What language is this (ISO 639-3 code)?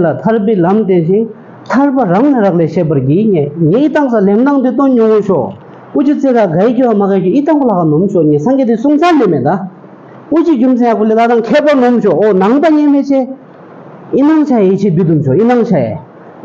bod